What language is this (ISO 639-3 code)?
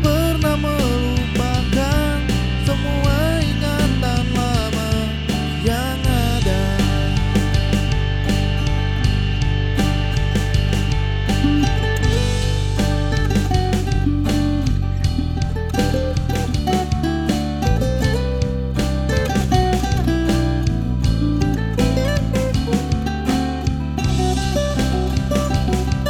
ind